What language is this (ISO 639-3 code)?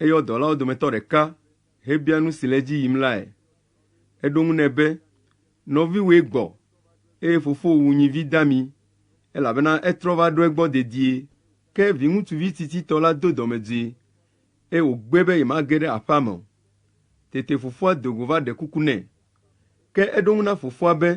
ewe